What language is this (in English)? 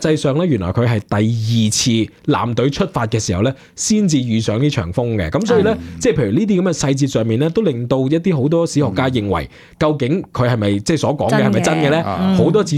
Cantonese